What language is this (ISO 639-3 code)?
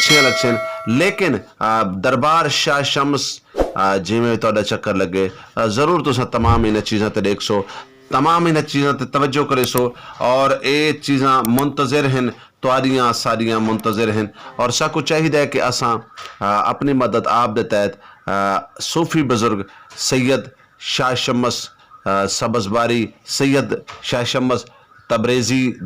skr